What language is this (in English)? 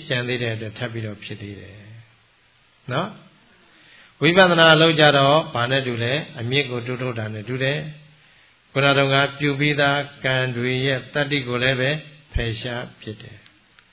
Burmese